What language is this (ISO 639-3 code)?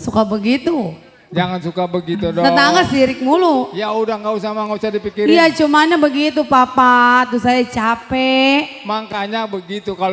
bew